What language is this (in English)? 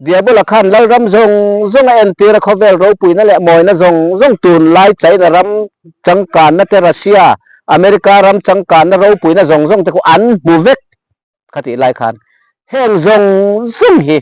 Mizo